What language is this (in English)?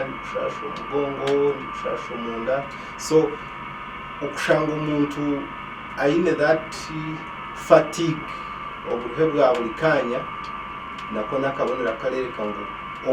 Nyankole